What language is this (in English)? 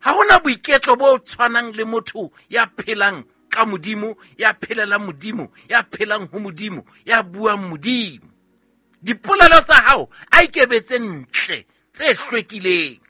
Southern Sotho